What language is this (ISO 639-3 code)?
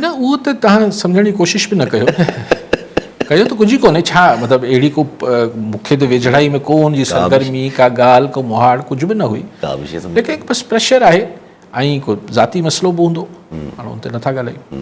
snd